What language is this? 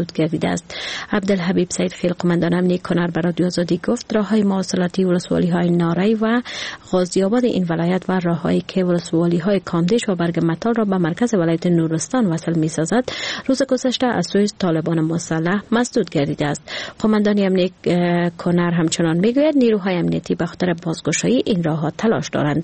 Persian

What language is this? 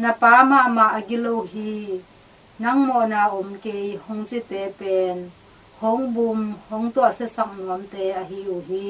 Tedim Chin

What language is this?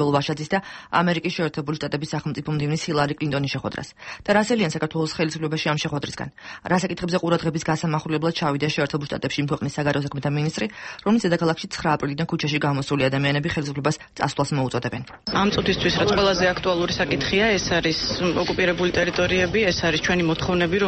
Georgian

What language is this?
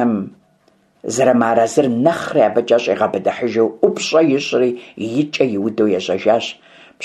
Kabardian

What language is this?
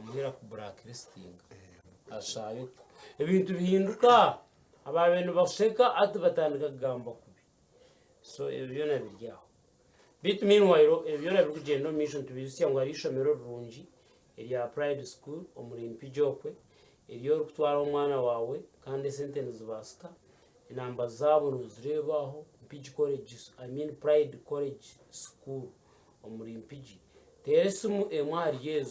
Nyankole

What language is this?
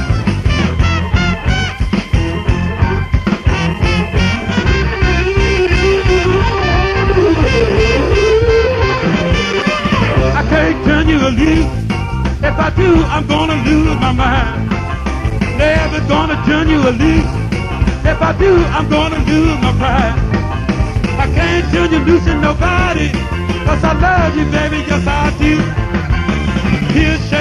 English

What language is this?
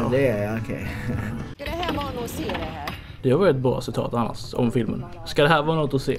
Swedish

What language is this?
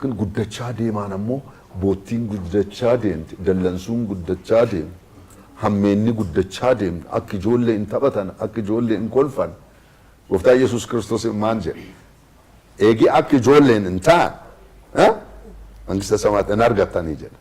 Oromo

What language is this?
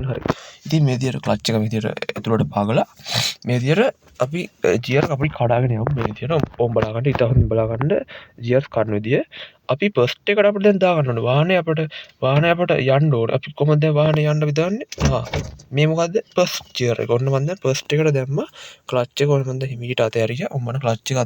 Sinhala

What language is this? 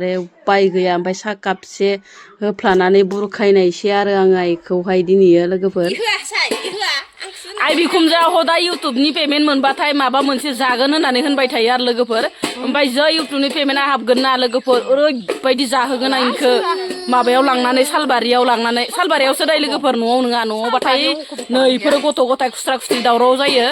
Bodo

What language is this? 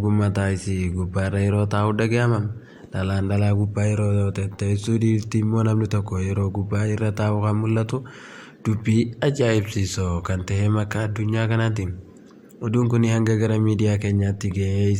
Oromo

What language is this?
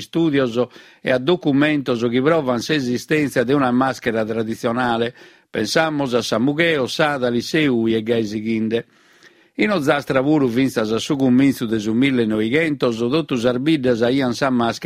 Sardinian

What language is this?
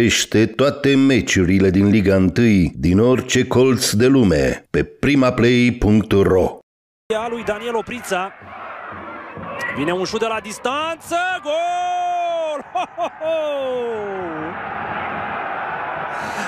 Romanian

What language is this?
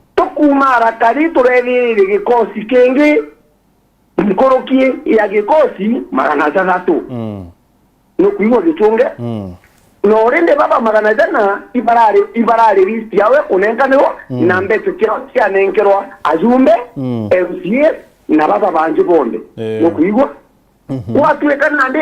Meru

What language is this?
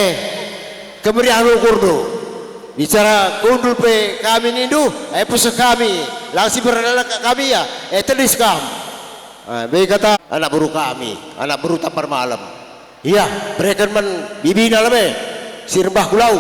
Batak Karo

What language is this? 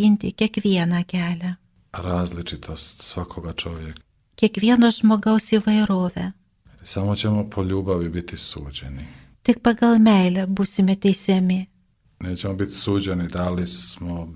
Lithuanian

